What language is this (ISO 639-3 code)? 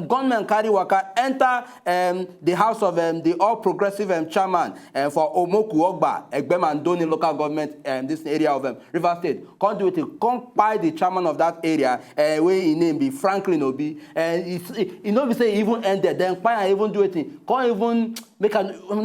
pcm